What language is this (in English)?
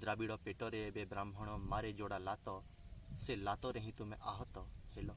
Odia